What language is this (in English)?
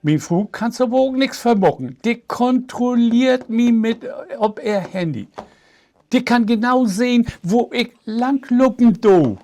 Low German